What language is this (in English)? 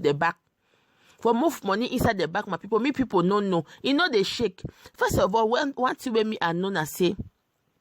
Nigerian Pidgin